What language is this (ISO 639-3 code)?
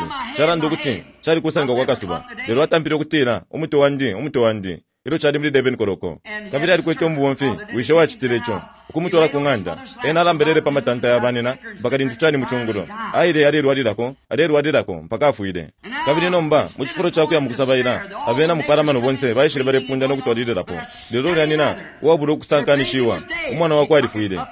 bem